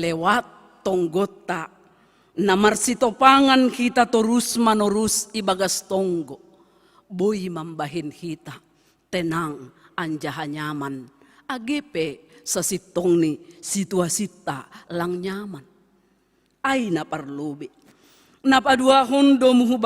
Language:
Batak Simalungun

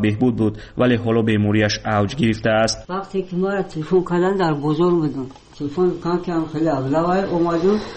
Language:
Persian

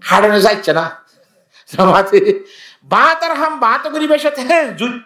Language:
Rohingya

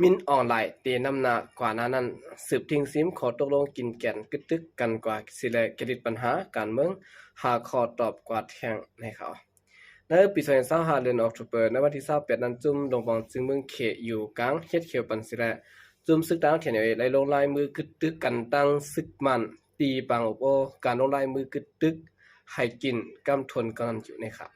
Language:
Shan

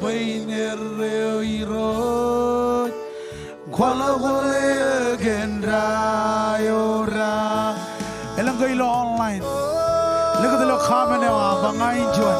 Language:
Marshallese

